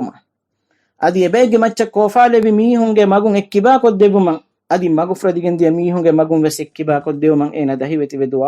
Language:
Divehi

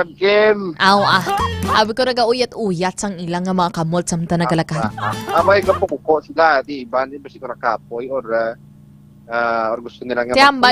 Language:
Hiligaynon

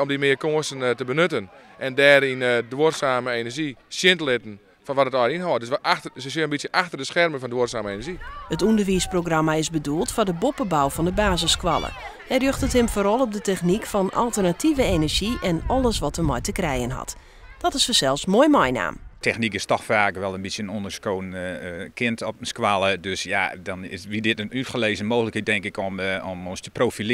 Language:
Western Frisian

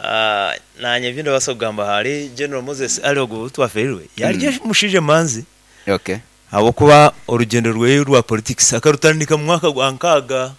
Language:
Nyoro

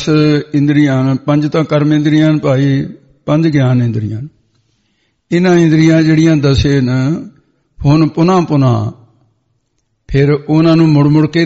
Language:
Punjabi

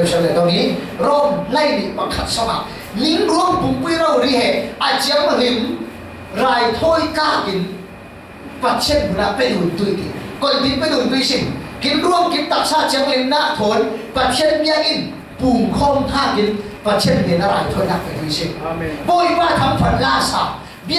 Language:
Falam Chin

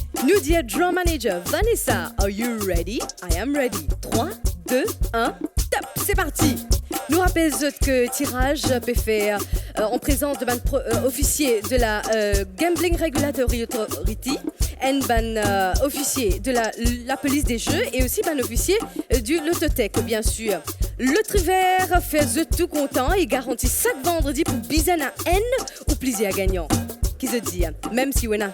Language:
Morisyen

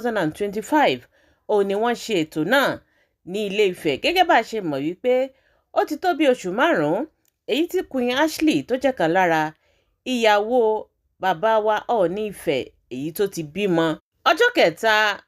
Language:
Yoruba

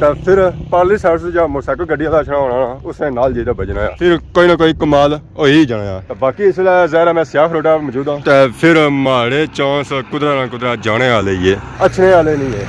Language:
Pahari-Potwari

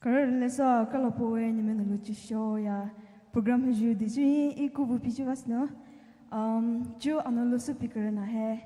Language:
Poumei Naga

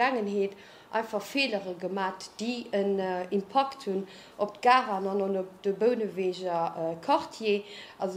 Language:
Luxembourgish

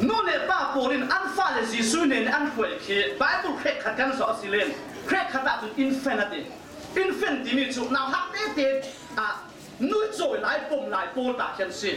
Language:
Falam Chin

